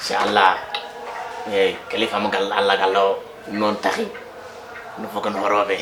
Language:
Fula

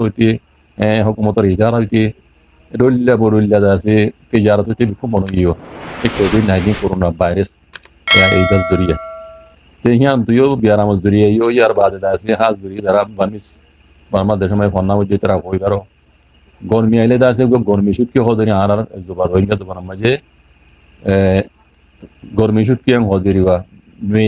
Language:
Rohingya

